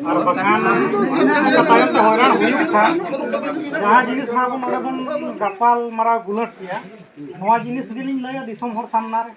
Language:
Santali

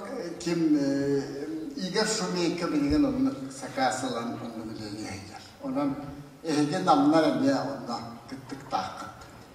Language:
Yakut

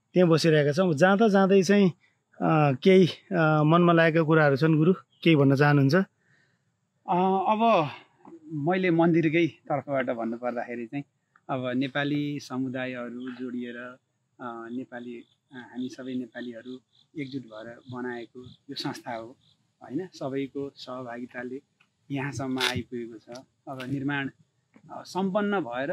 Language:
Nepali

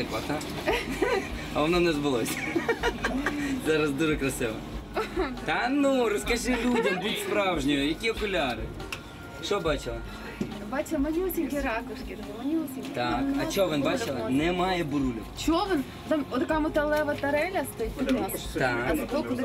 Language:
Ukrainian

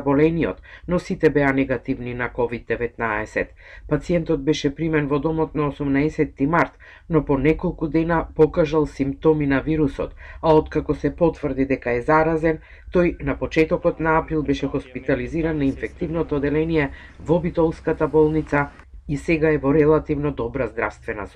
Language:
Macedonian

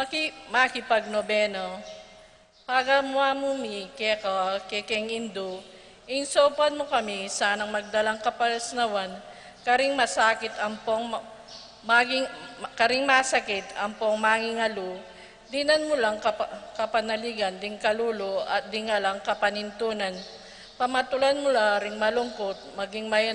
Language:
Pampanga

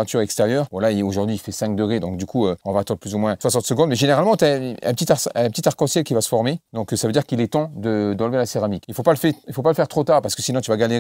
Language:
French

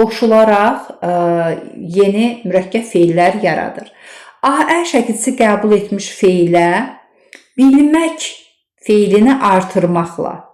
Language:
Azerbaijani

